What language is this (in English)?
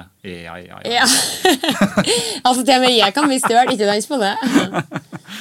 Norwegian